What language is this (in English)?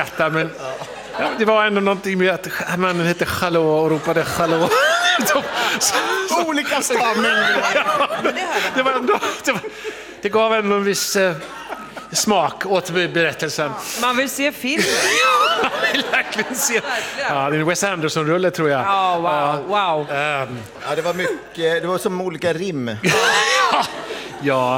Swedish